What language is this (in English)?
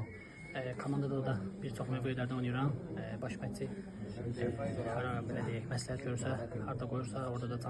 Azerbaijani